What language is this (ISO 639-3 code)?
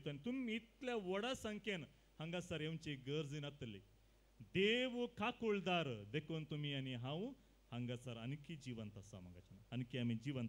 kok